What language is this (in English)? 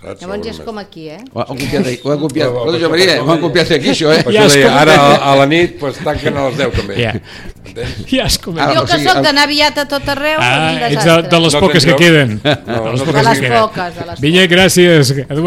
Catalan